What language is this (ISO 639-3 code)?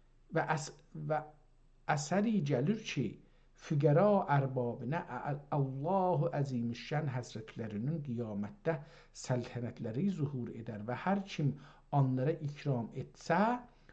azb